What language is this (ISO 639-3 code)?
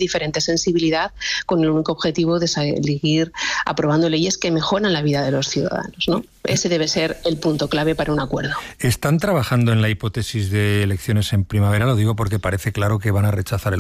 spa